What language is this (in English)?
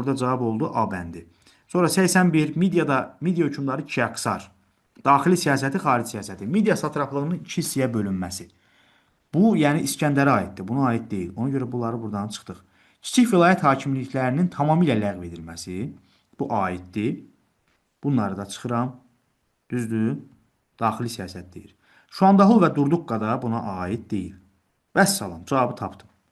Azerbaijani